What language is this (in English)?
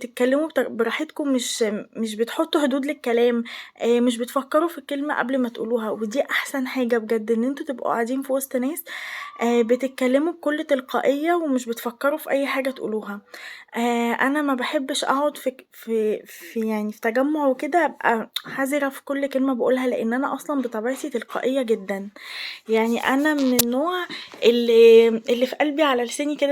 Egyptian Arabic